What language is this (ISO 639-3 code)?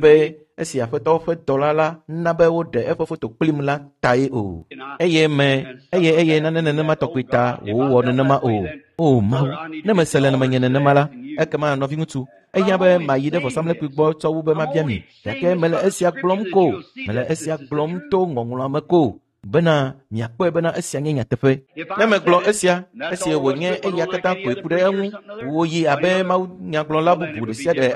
ewe